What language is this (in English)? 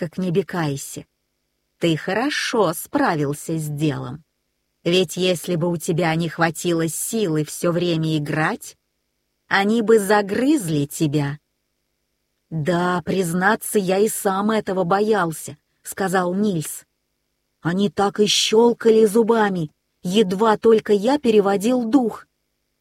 Russian